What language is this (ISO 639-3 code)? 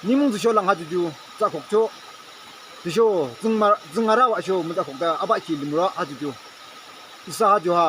yim